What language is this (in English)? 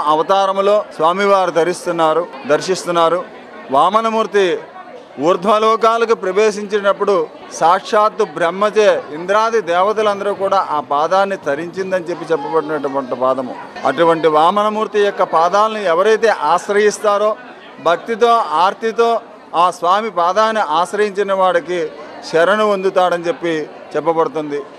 Telugu